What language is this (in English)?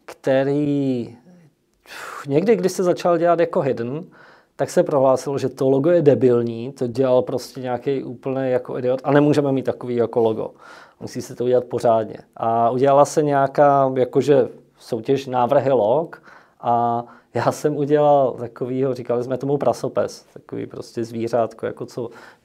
Czech